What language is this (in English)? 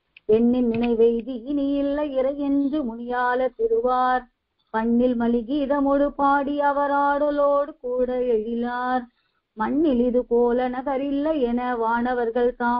Tamil